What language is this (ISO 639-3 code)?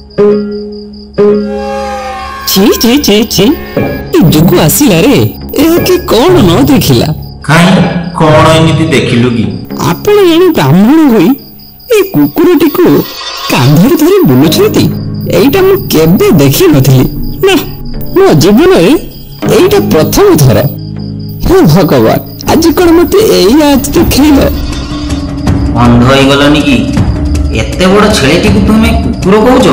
ori